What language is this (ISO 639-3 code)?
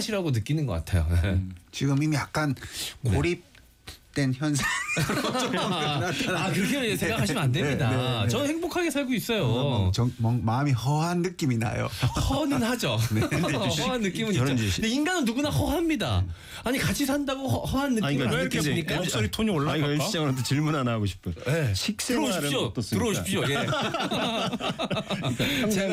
kor